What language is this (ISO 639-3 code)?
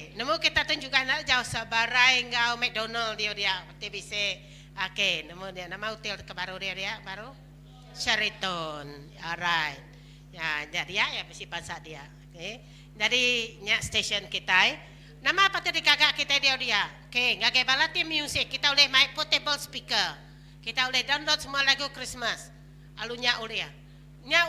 iba